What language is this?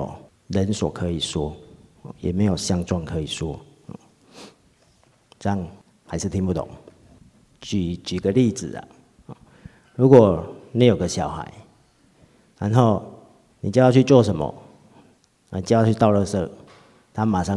Chinese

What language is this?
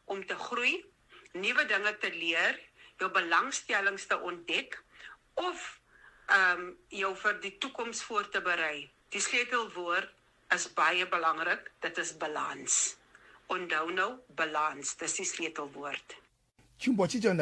Afrikaans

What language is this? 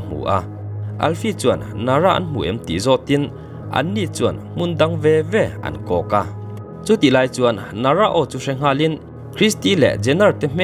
Mizo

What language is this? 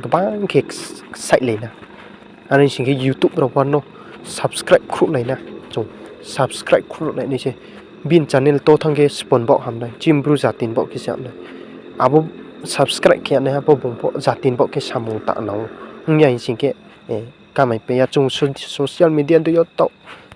Riang (India)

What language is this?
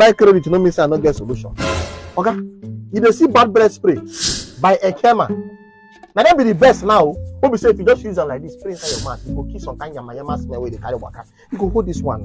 Nigerian Pidgin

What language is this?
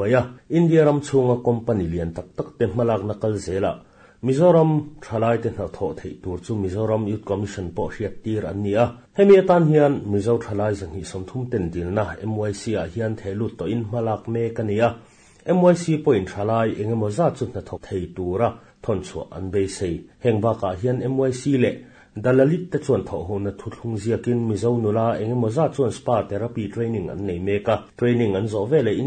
Mizo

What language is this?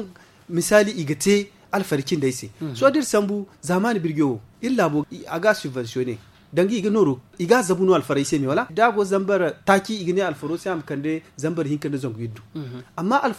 Zarma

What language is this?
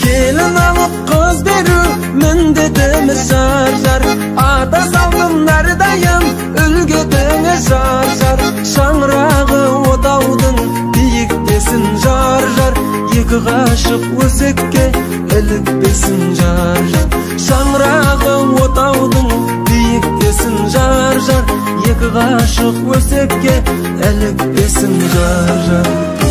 Kazakh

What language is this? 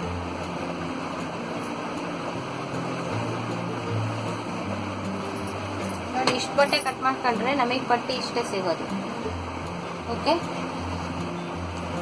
Kannada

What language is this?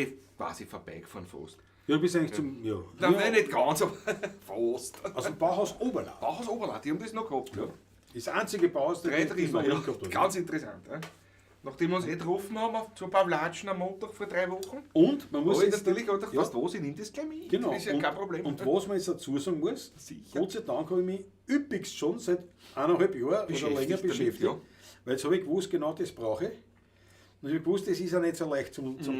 Bavarian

